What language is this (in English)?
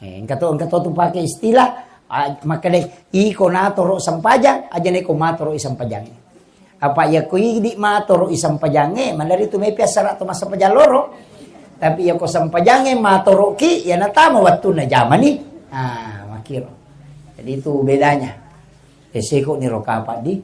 Buginese